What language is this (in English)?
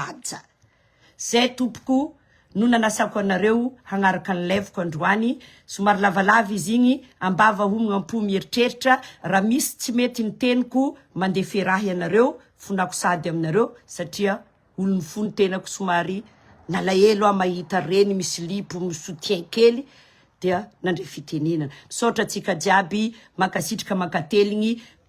Malagasy